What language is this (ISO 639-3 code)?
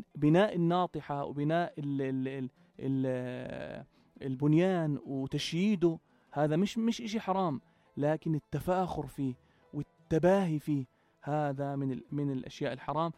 apc